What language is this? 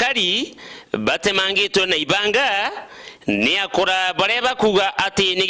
Meru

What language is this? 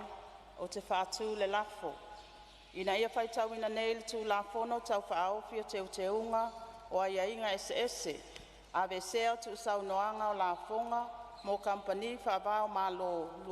Samoan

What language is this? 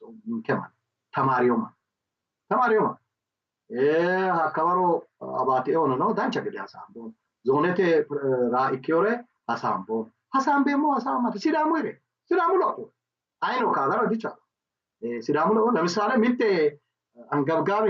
Sidamo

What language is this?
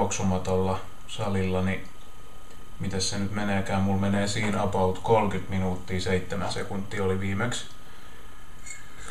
Finnish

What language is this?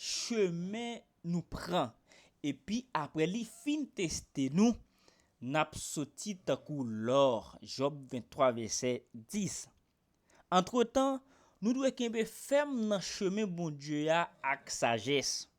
Haitian Creole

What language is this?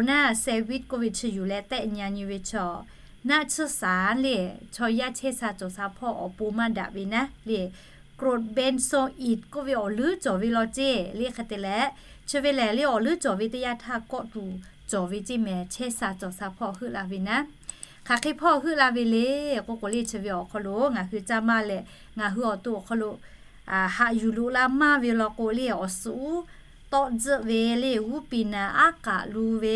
Lahu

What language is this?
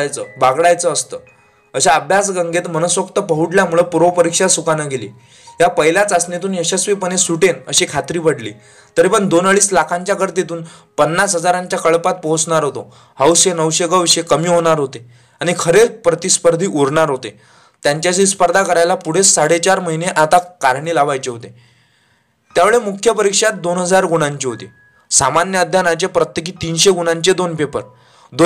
Marathi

